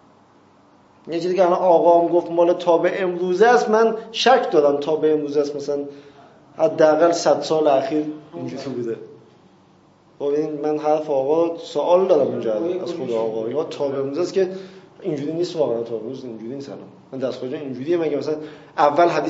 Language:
Persian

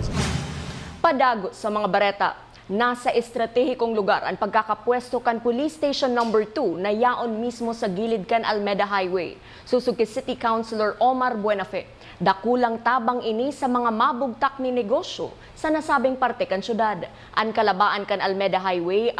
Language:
Bikol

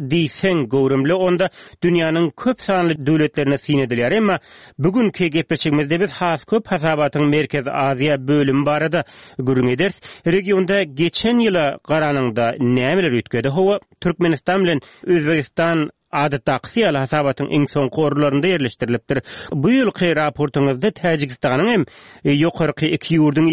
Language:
Turkmen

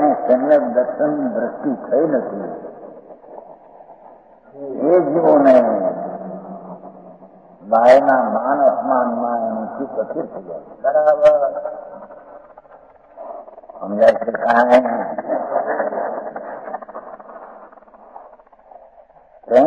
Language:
Gujarati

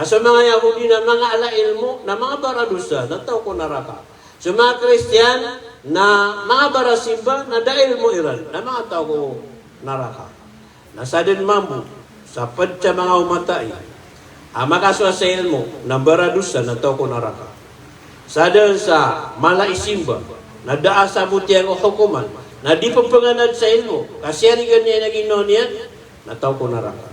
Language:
Maranao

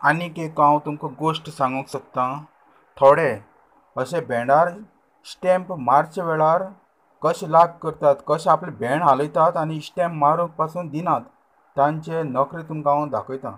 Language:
Konkani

